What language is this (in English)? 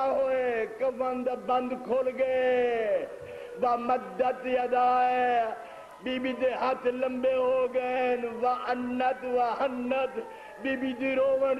Saraiki